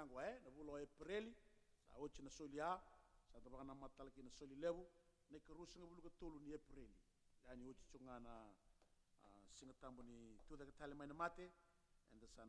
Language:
Fijian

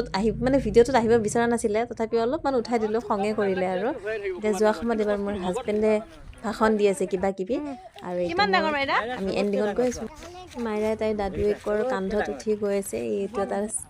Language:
Assamese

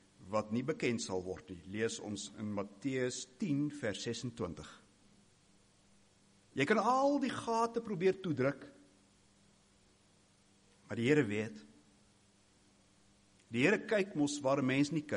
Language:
Afrikaans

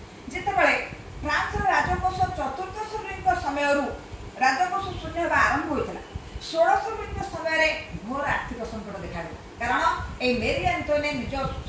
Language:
Odia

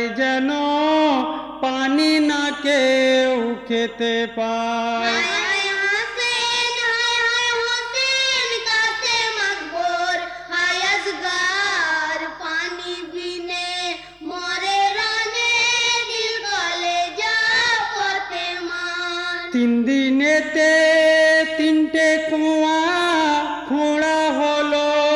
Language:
Bangla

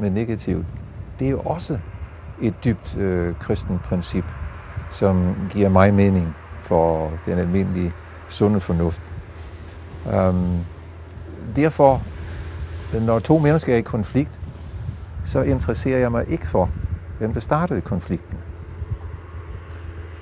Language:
Danish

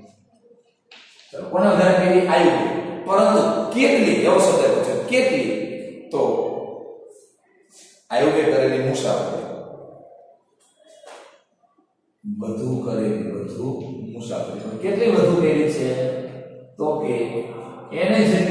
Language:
Gujarati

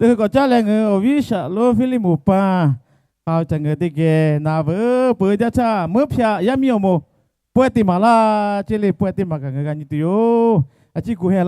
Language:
Lahu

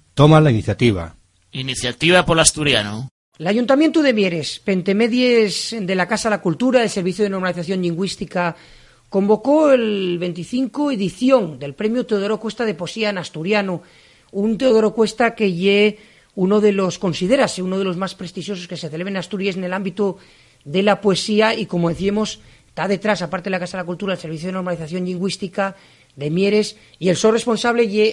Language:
Asturian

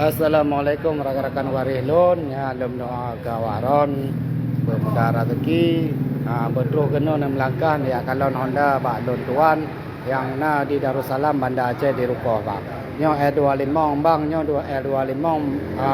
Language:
Achinese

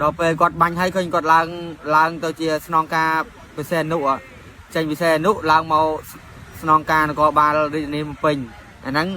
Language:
Khmer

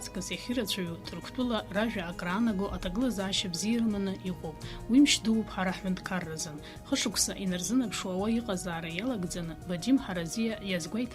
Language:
Abkhazian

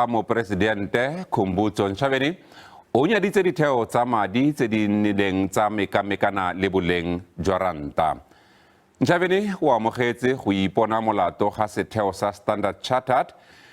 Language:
Tswana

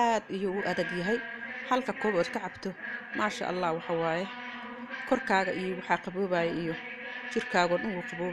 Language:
Somali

